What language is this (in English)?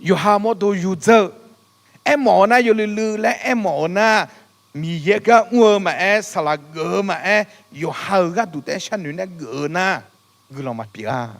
Akha